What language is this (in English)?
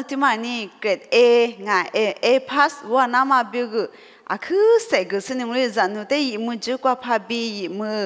Lisu